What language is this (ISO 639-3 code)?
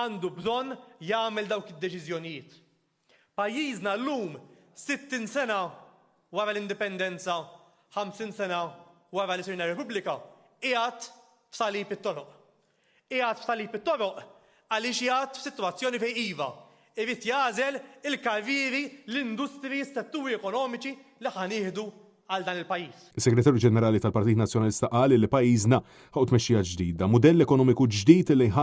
mlt